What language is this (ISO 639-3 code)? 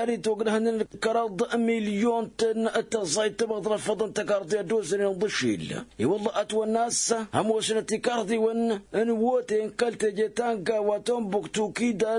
taq